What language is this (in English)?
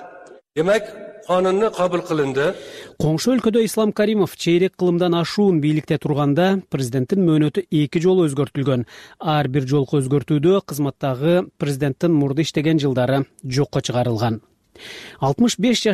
Kyrgyz